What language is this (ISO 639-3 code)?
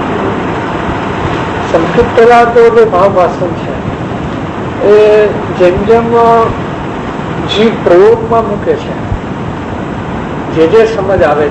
guj